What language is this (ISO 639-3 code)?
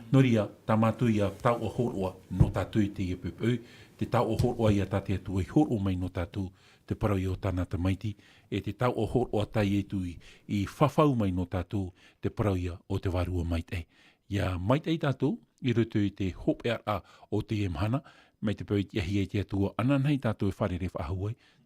tah